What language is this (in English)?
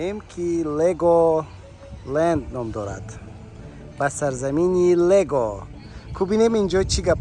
Tajik